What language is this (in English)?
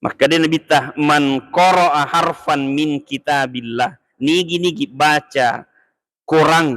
Buginese